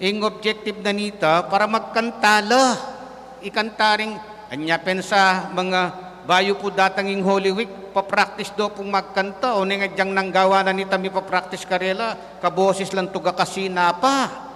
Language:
Pampanga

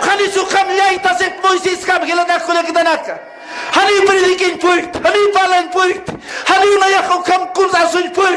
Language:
Aymara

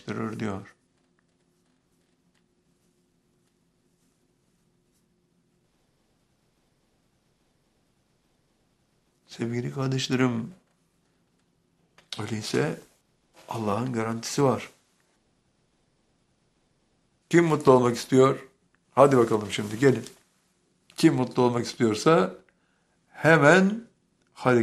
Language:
Turkish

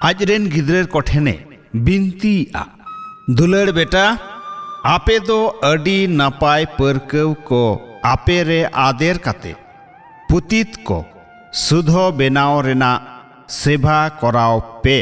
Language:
Santali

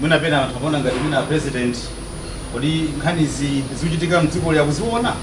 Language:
Nyanja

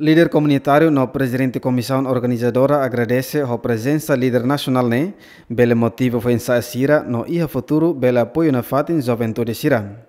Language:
Tetum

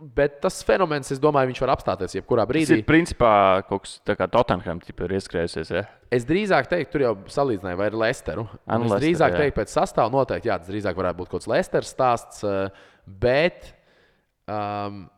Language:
Latvian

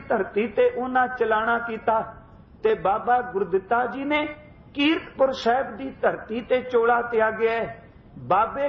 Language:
Punjabi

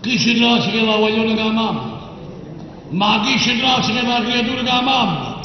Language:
Neapolitan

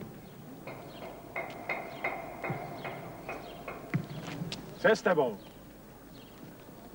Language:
Czech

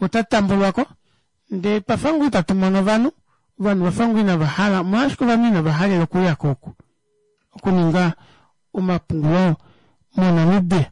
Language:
Kuanyama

